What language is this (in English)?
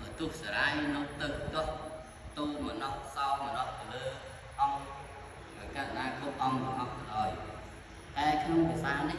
Khmer